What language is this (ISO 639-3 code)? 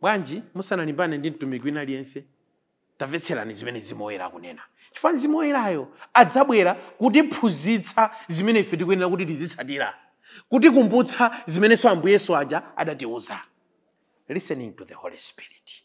nya